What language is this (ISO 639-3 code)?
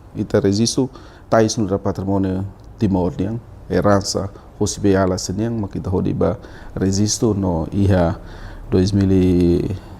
tet